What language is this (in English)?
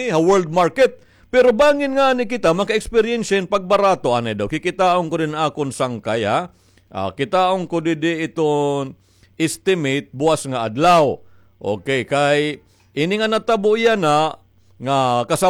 Waray